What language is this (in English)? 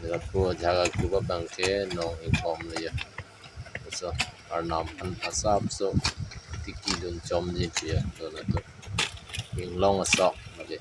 Karbi